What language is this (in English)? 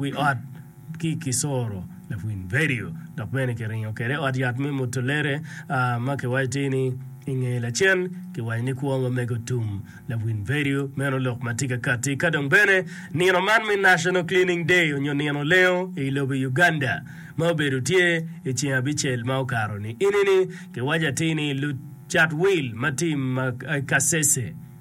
Acoli